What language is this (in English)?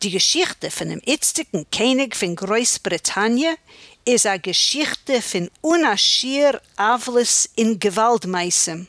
Yiddish